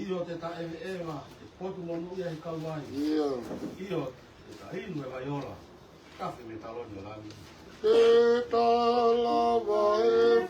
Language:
Tongan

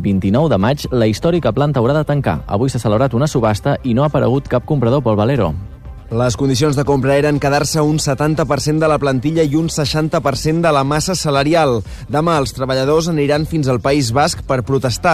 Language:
Catalan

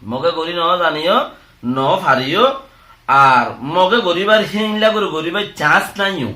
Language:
Rohingya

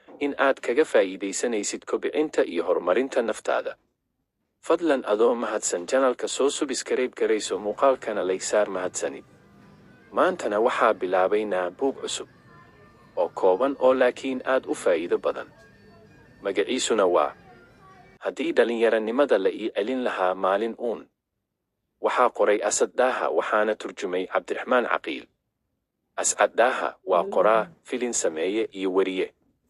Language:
Somali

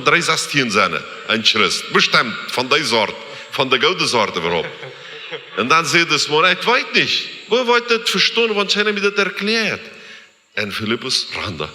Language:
Plautdietsch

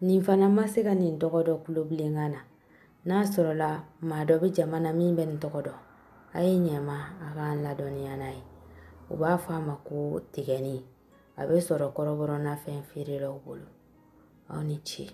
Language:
Bambara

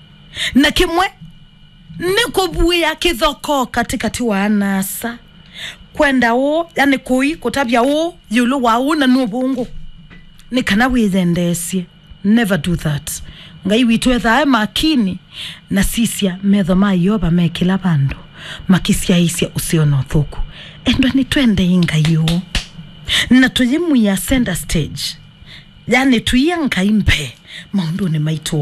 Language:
Kamba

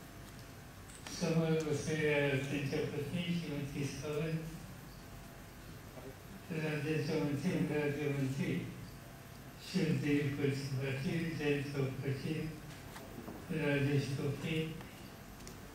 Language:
Marathi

